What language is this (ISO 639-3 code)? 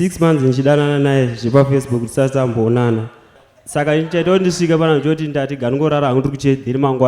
sna